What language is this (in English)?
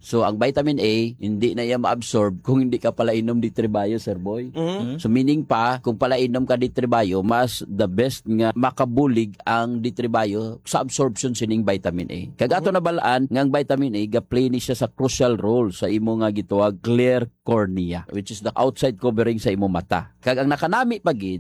Hiligaynon